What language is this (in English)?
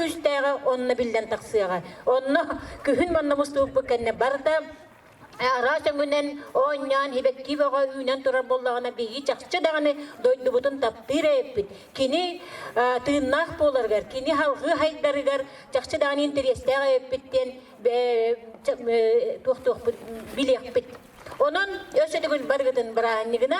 Yakut